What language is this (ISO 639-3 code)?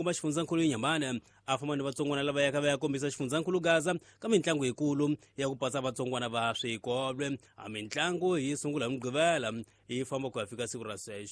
tso